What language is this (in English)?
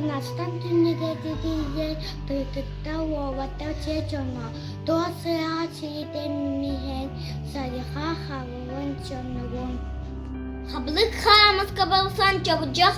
Yakut